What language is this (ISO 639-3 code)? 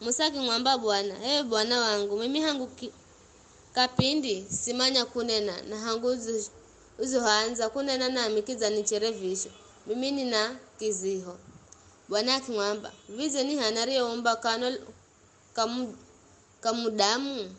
nyf